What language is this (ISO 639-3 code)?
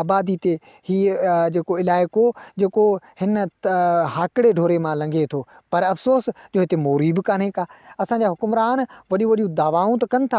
snd